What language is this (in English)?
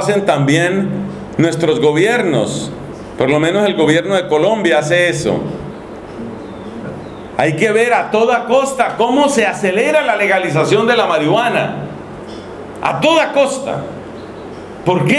Spanish